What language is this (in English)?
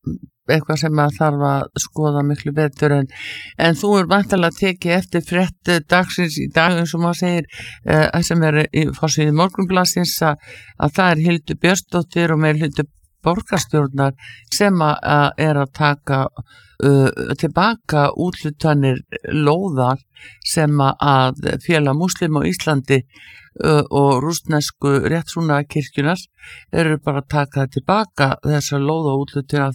Icelandic